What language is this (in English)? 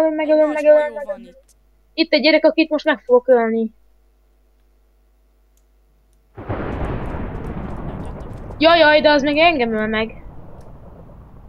Hungarian